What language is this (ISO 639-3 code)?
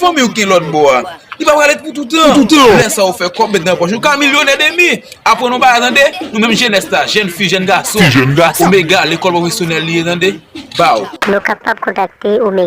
hat